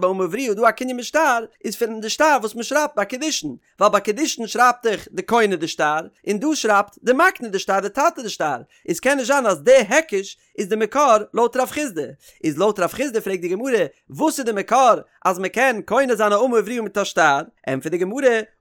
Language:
Yiddish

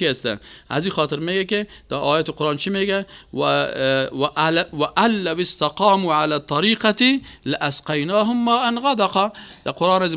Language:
Persian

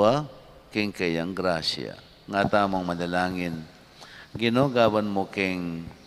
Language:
Pampanga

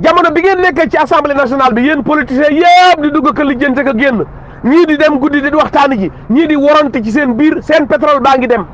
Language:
Wolof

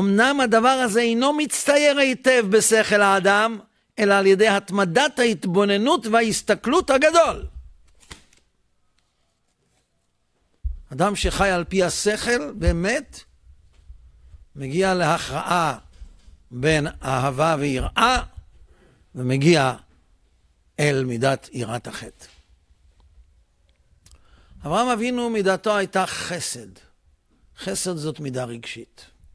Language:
Hebrew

